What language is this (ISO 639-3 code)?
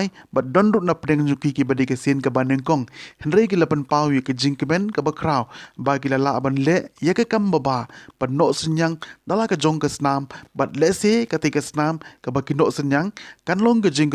kha